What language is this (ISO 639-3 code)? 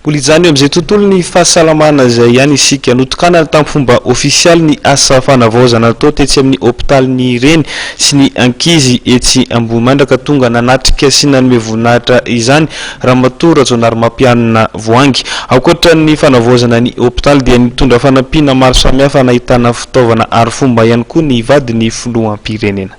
mlg